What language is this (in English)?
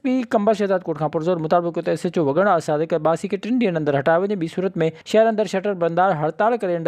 Sindhi